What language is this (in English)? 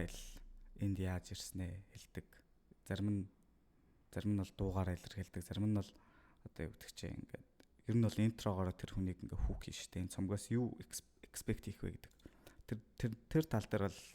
Mongolian